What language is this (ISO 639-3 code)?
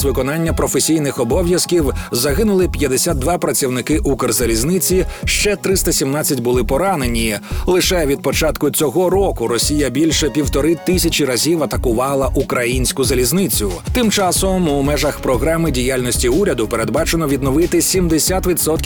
ukr